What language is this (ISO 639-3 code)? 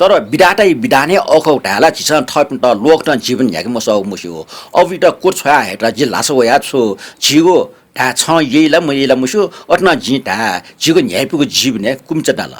new